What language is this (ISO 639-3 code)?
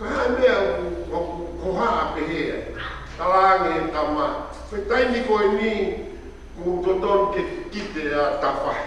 ton